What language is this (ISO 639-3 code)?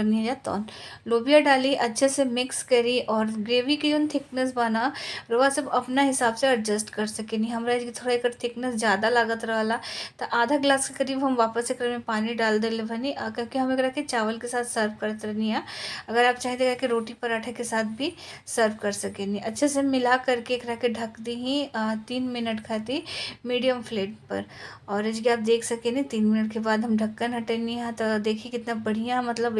bho